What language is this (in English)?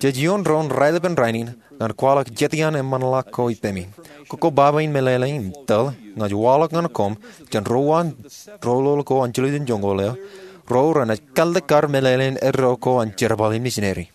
Marshallese